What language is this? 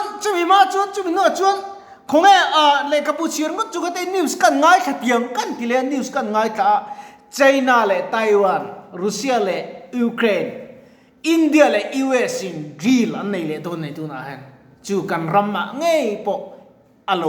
Mizo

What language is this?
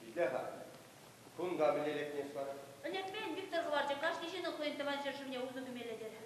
Chuvash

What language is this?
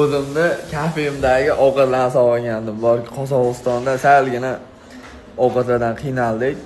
Uzbek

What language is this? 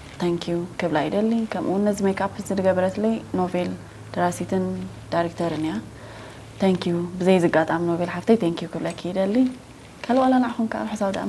Tigrinya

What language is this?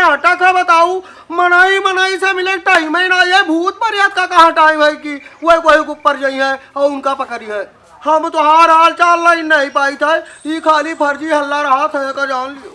Awadhi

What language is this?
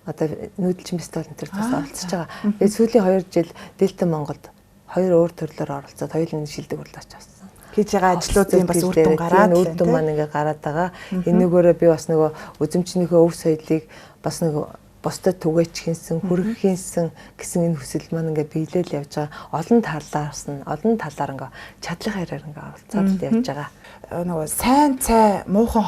Mongolian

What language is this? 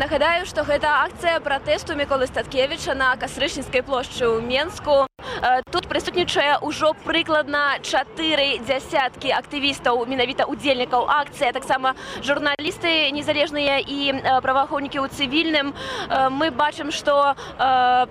Belarusian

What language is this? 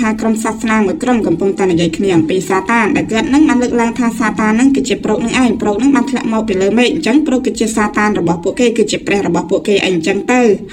Khmer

